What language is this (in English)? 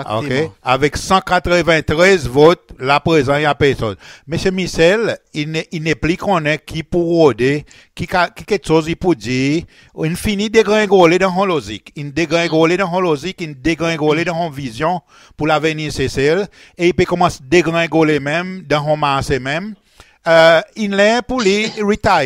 Seselwa Creole French